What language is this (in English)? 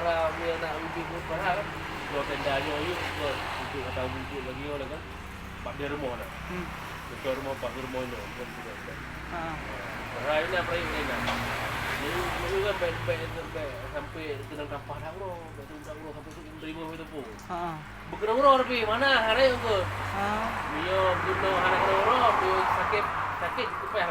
Achinese